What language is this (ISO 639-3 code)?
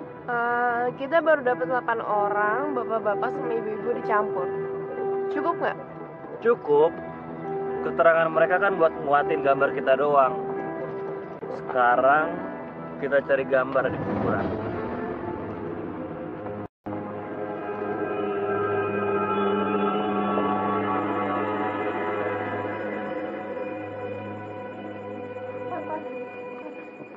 ind